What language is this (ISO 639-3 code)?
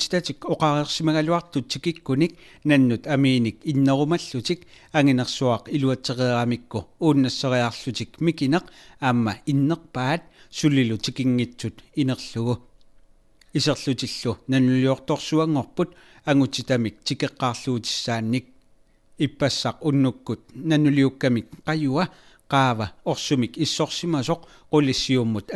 kal